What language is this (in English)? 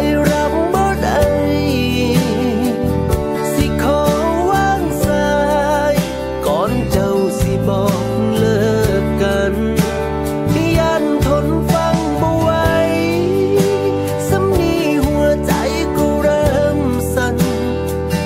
Thai